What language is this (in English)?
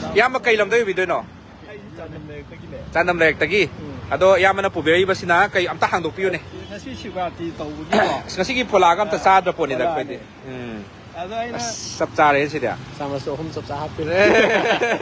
Manipuri